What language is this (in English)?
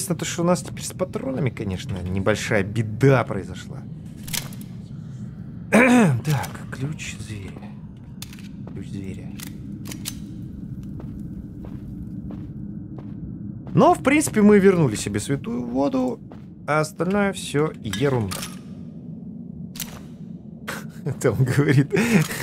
Russian